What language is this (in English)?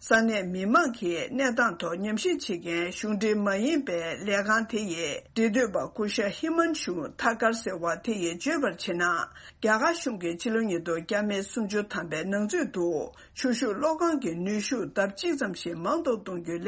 Tibetan